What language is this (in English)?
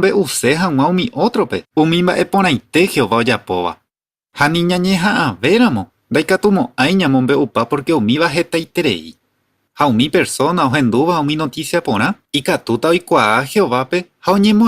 Guarani